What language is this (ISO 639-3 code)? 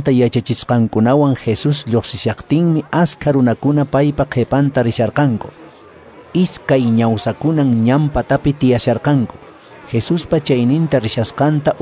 que